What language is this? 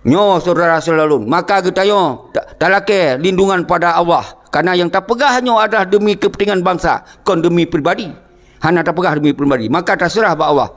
Achinese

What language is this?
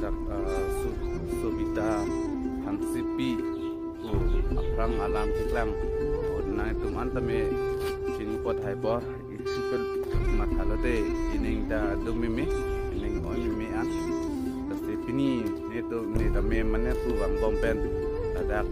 Karbi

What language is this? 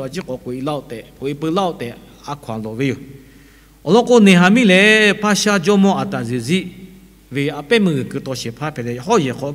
Lahu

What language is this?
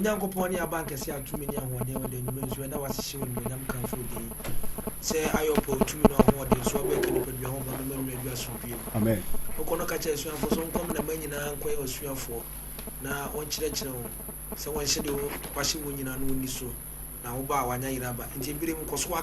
Akan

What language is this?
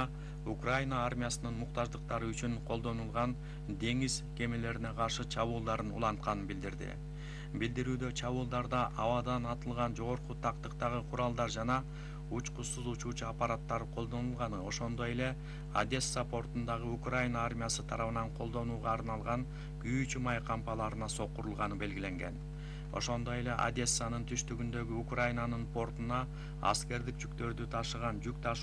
Kyrgyz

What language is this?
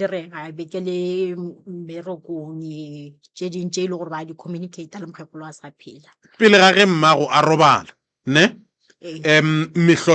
Northern Sotho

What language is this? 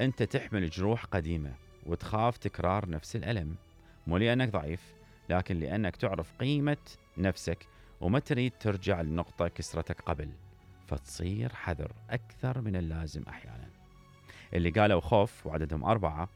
Mesopotamian Arabic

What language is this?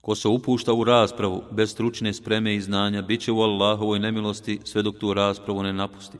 Bosnian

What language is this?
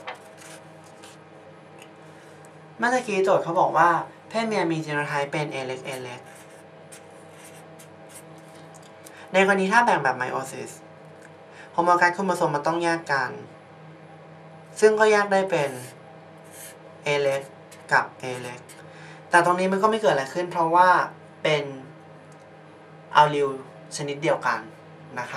Thai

